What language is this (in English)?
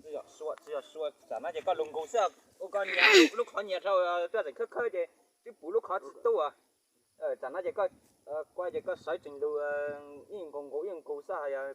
Hmong